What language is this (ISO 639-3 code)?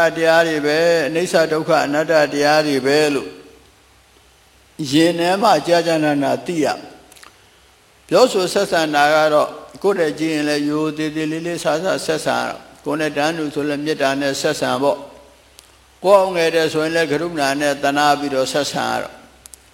mya